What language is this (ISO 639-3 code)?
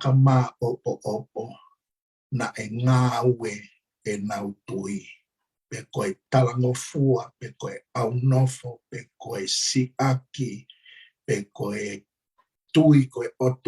ton